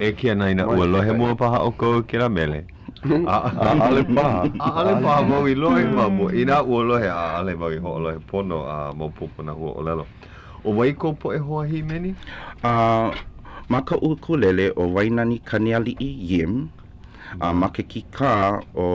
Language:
Hawaiian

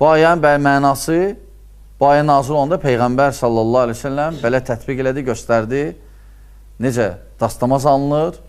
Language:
Azerbaijani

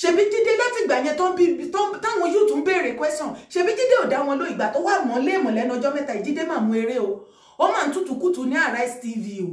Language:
Yoruba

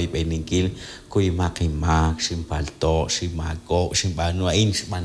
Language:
Kekchí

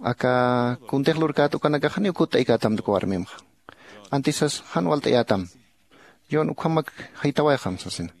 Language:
Aymara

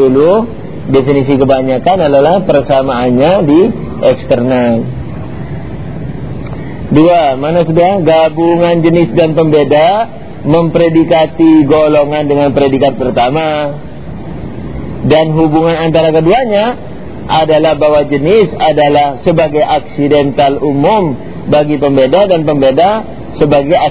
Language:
Indonesian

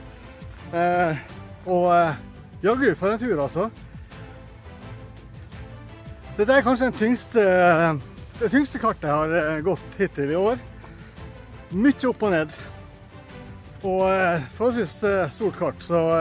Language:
Norwegian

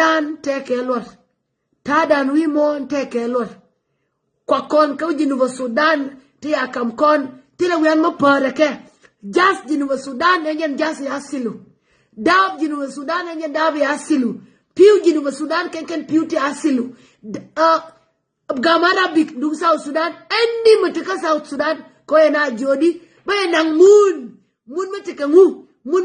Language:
Nuer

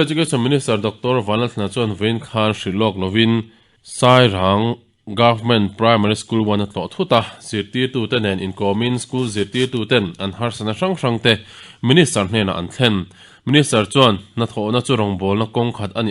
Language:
Mizo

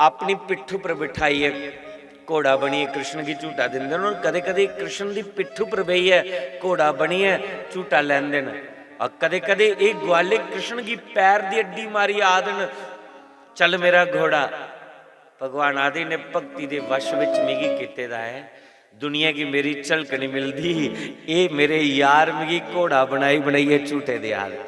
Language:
Dogri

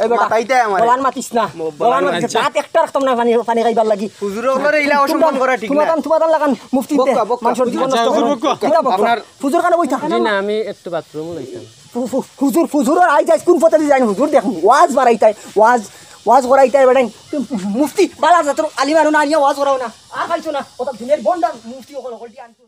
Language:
Sylheti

